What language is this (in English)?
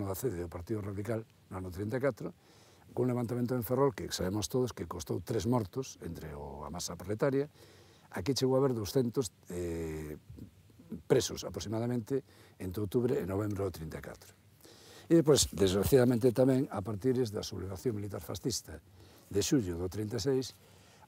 Galician